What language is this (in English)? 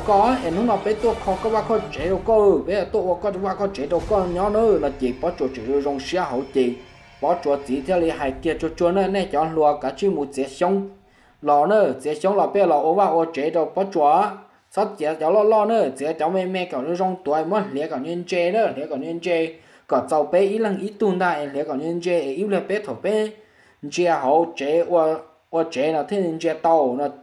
Vietnamese